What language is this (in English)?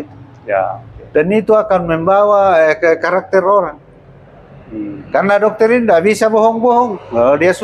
Indonesian